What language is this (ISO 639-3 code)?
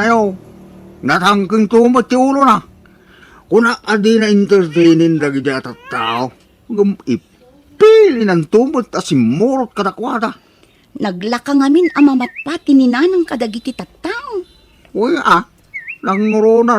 ilo